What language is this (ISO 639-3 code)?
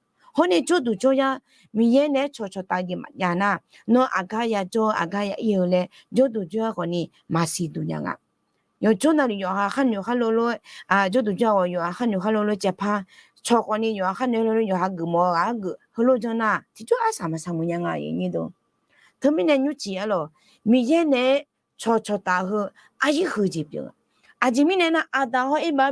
ahk